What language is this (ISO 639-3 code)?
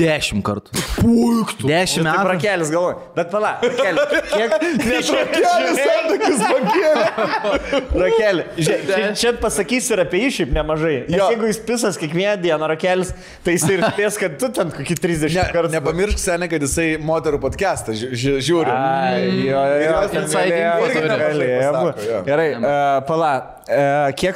lit